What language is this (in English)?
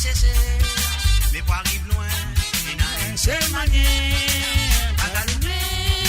Morisyen